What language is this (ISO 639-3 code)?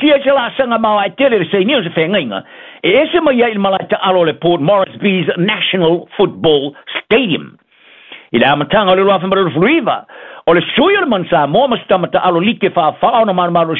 smo